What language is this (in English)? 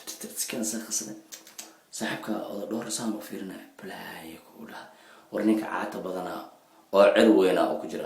Somali